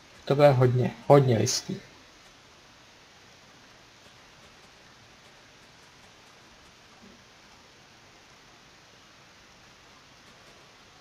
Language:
Czech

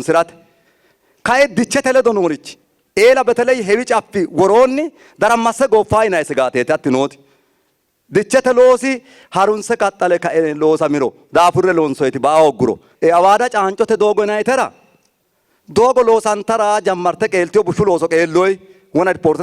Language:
Sidamo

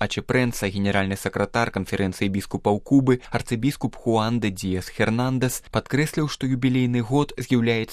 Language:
Belarusian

